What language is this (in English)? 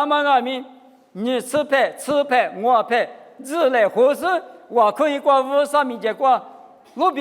Lisu